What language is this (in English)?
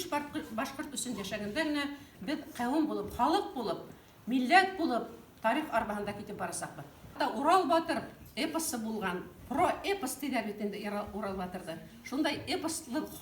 Bashkir